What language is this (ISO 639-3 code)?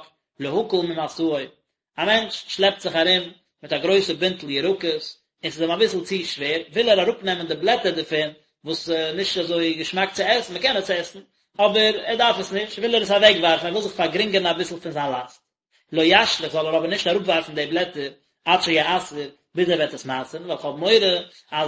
yid